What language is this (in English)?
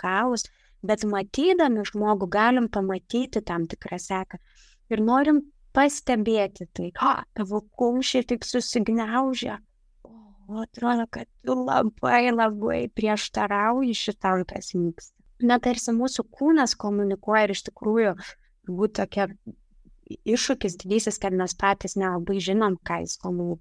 Lithuanian